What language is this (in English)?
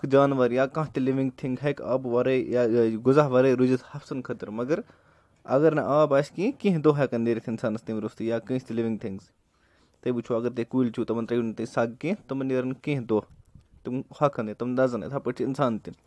Kashmiri